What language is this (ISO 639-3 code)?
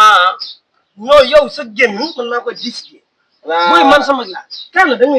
wol